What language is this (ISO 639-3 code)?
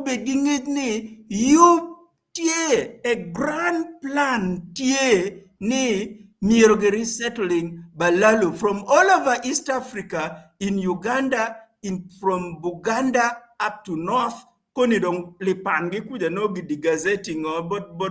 ach